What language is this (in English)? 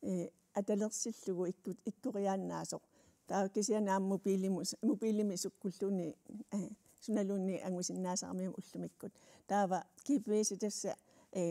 Kalaallisut